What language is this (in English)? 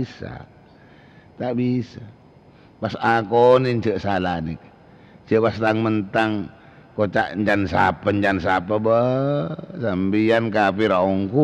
Madurese